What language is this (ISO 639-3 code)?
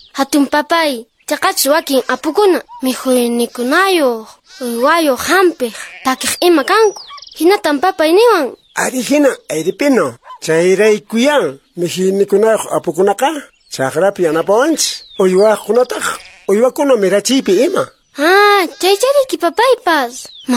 que